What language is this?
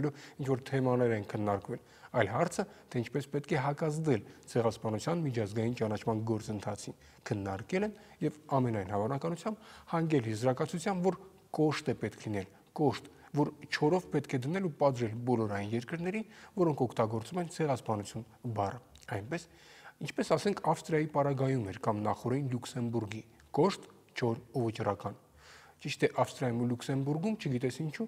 Armenian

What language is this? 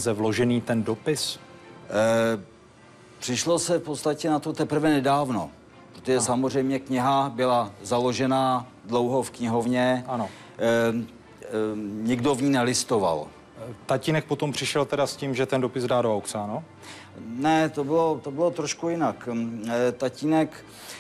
Czech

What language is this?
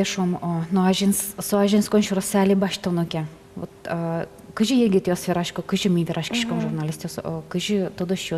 Udmurt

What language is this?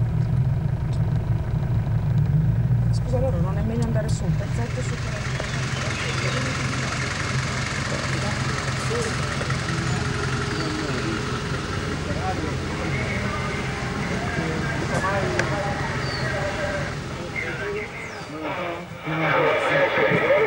Italian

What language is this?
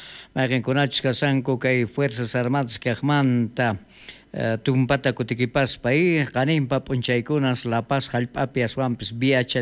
South Bolivian Quechua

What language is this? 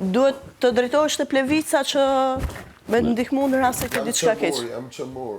Albanian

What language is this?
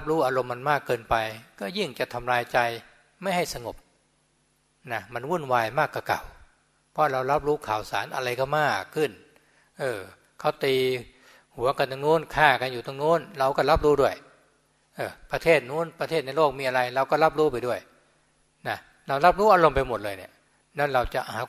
Thai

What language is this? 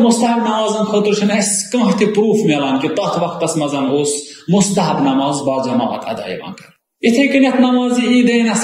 Kashmiri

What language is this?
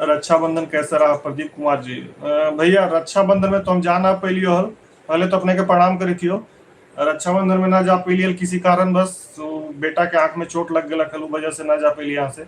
Magahi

